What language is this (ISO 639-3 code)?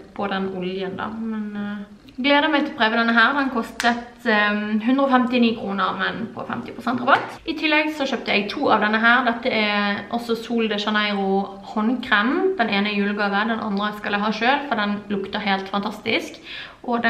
nor